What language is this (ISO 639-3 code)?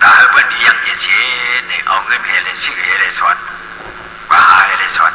shn